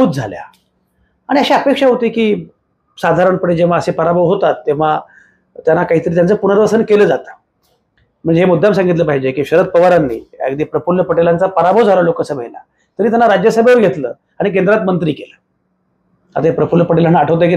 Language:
Marathi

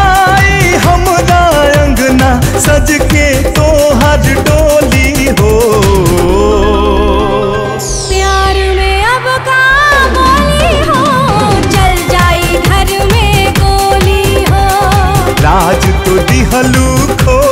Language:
Bhojpuri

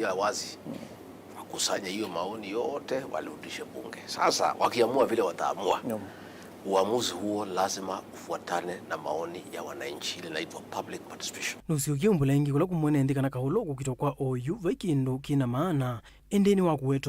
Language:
Kamba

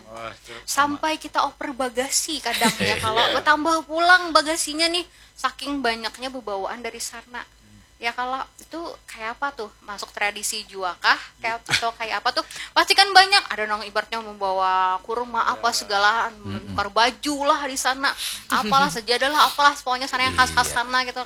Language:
Banjar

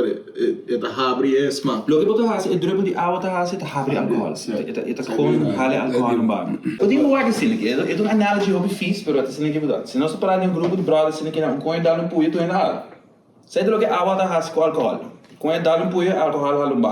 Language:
Papiamento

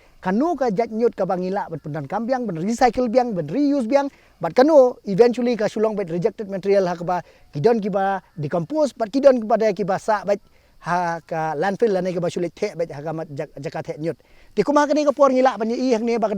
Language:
Khasi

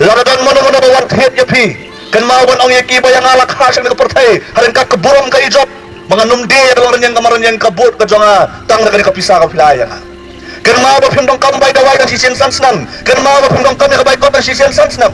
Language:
Khasi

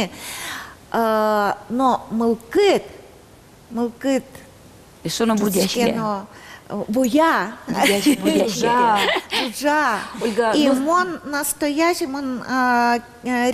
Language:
Udmurt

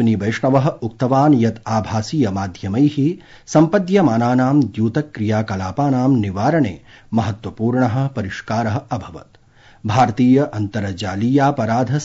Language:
Sanskrit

